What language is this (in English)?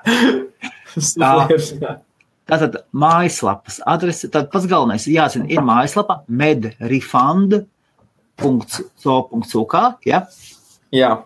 Latvian